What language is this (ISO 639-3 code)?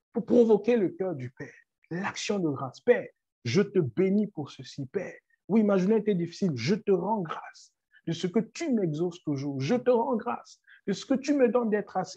fra